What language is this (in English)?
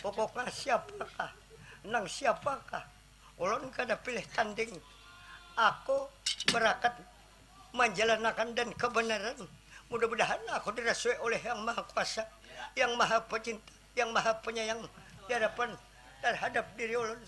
Banjar